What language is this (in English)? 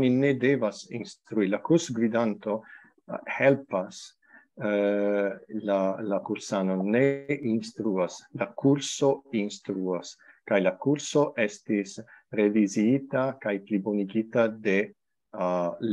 Esperanto